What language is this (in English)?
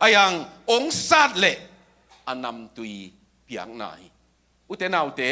Tedim Chin